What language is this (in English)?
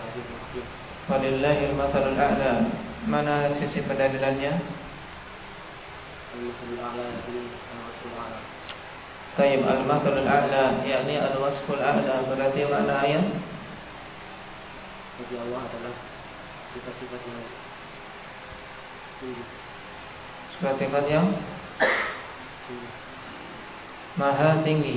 Indonesian